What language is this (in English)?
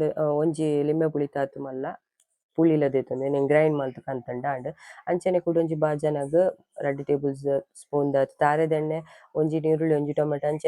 Tulu